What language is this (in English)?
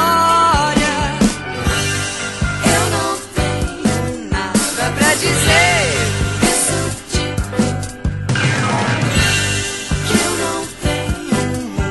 Portuguese